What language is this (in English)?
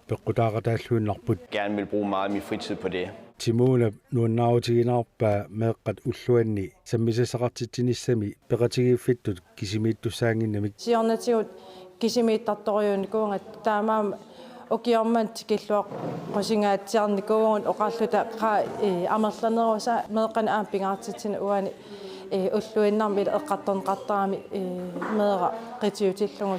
Kalaallisut